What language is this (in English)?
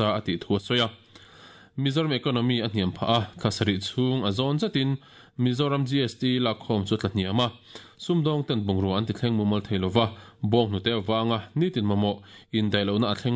Mizo